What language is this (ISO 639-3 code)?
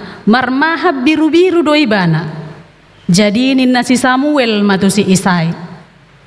bbc